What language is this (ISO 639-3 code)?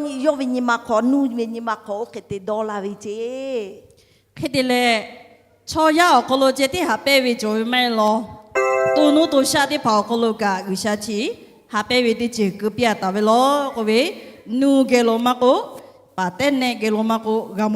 lhu